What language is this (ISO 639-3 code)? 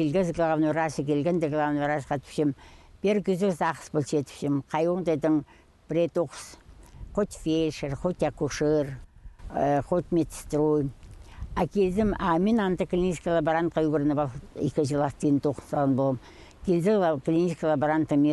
kjh